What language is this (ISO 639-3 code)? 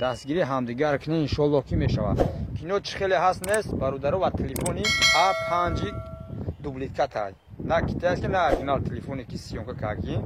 tgk